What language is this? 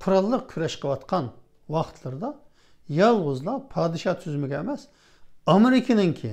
Uyghur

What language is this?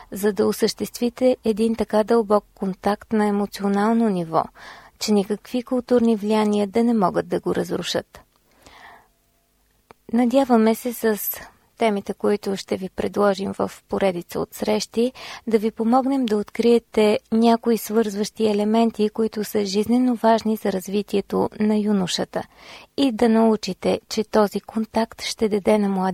Bulgarian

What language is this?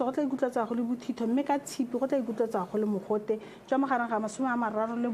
Tswana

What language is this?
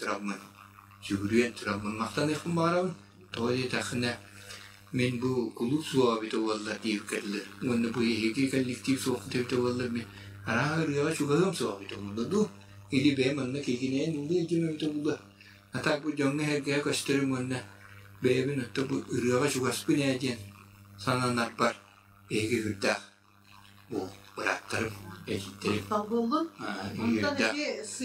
Yakut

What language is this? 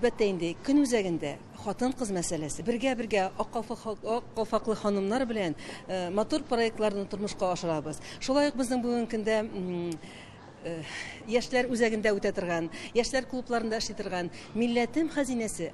Tatar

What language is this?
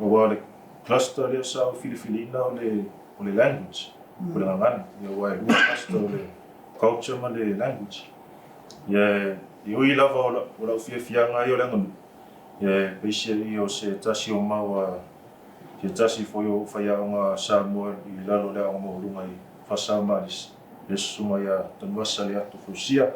Samoan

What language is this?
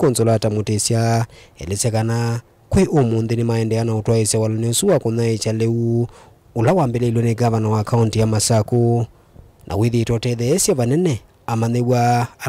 Kamba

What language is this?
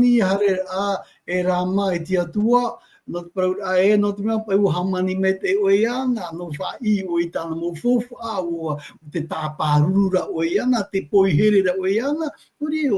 Tahitian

